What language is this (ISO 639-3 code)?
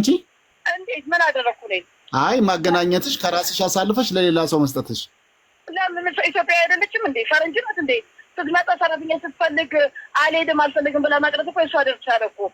amh